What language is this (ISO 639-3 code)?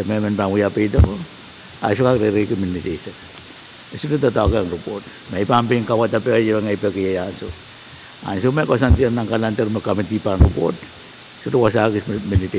pon